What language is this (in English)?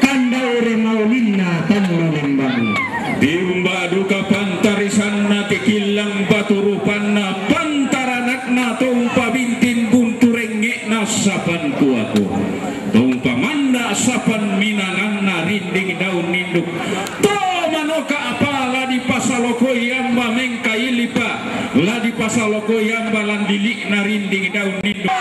Toraja-Sa'dan